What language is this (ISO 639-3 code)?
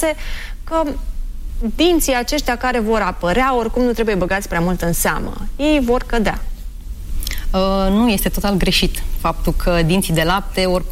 ron